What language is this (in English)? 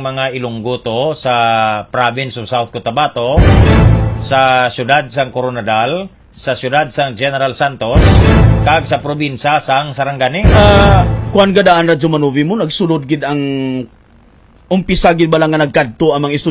Hiligaynon